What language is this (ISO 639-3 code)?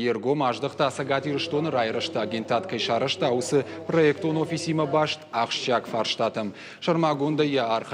oss